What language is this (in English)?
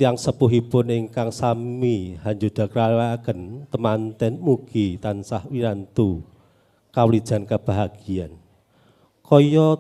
Javanese